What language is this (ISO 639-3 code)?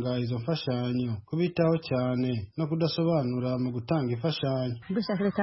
kin